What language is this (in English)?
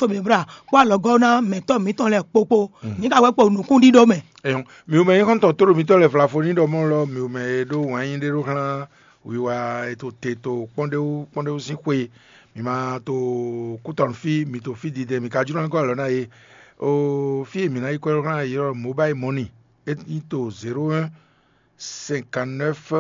Fon